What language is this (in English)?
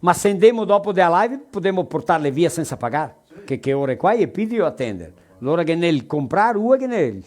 Venetian